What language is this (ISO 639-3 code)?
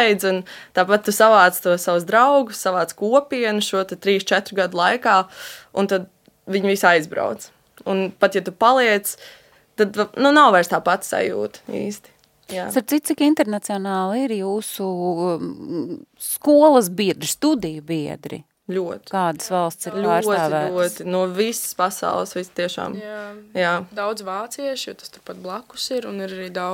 lav